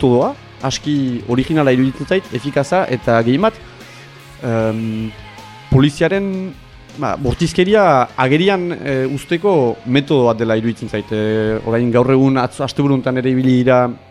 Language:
Basque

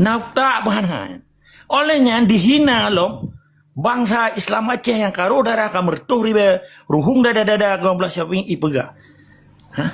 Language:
Achinese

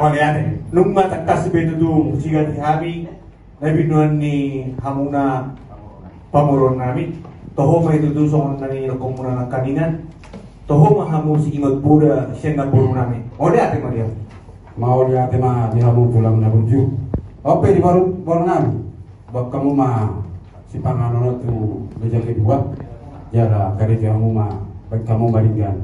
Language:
Batak Toba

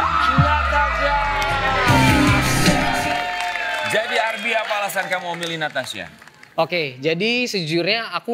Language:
Indonesian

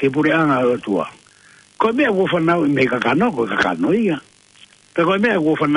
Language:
Tongan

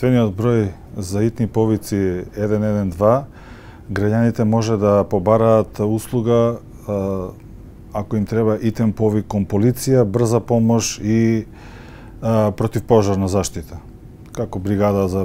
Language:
Macedonian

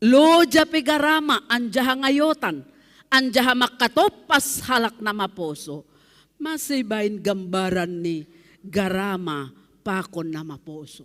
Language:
Batak Simalungun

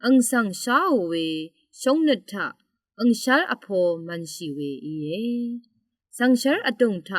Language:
Rawang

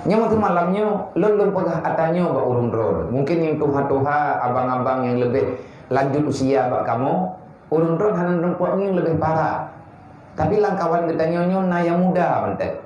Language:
Achinese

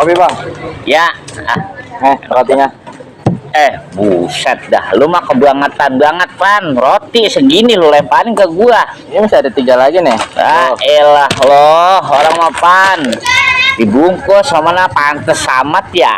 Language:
Betawi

